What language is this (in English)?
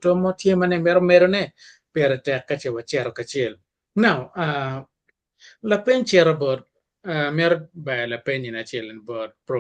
Acoli